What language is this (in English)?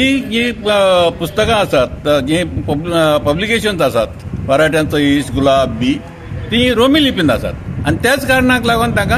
Konkani